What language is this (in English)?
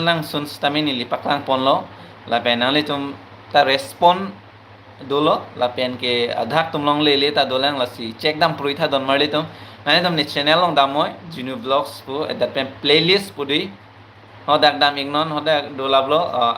Karbi